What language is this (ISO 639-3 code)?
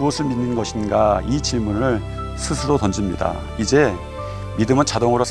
kor